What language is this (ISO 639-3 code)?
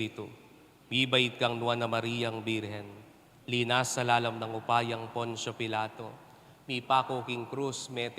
pam